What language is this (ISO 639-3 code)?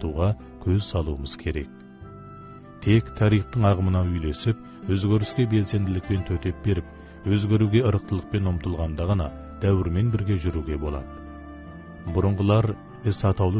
kaz